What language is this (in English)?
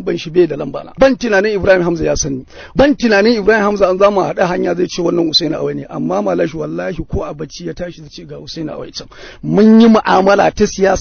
Hausa